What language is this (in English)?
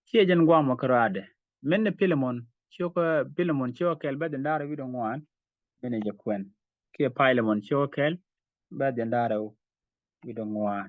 Nuer